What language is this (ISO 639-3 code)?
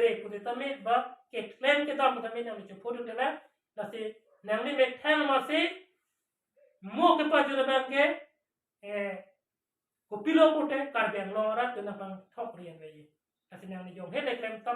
mjw